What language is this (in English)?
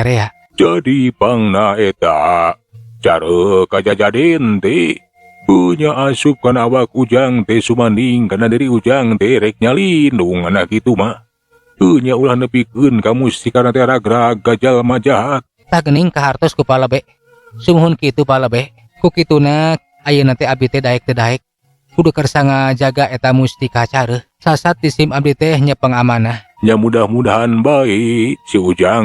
Sundanese